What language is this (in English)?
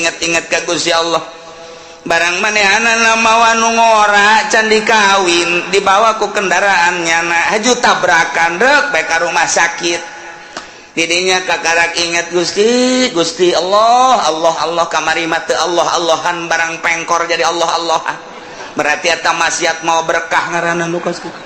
Sundanese